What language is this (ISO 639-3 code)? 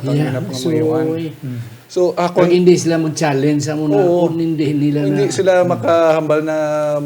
hil